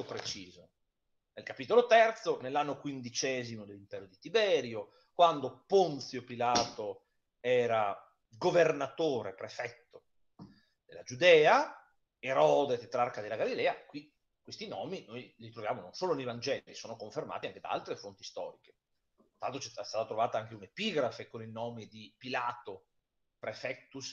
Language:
Italian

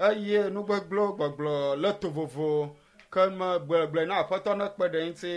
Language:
Ewe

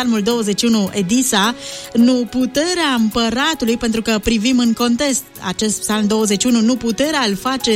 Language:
Romanian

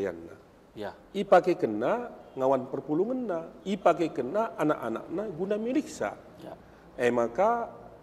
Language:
Batak Karo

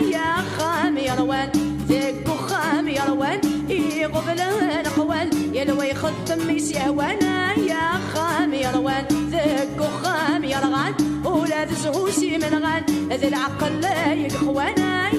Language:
Kabyle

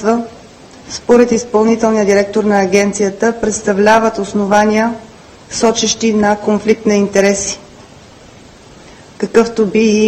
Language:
Bulgarian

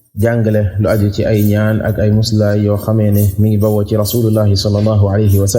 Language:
Wolof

